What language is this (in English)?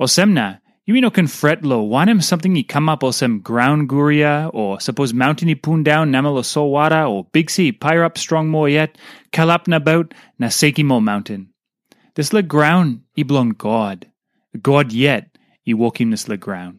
Tok Pisin